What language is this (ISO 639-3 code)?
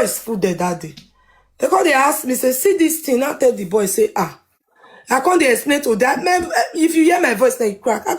pcm